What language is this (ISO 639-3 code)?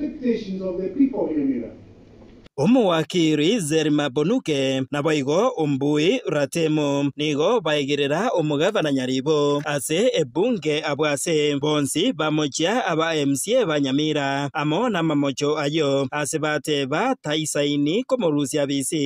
guz